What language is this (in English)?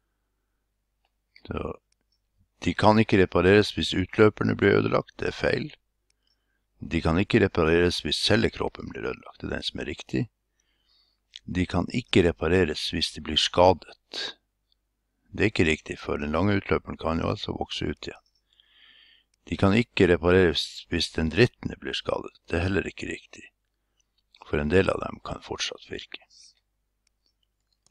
Norwegian